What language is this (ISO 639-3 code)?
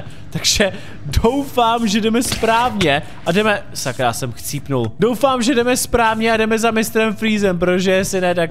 ces